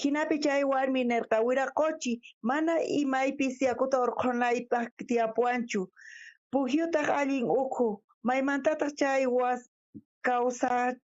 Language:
South Bolivian Quechua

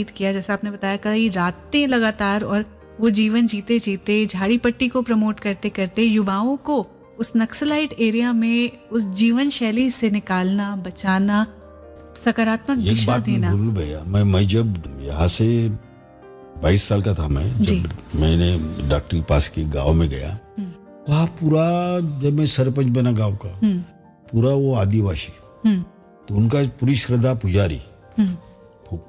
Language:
Hindi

